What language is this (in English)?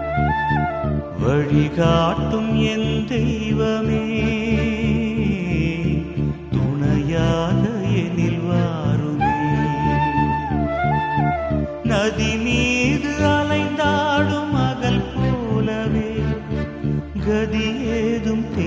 Tamil